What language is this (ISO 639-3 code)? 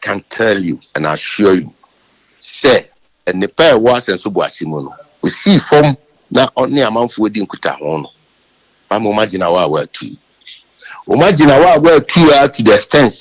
aka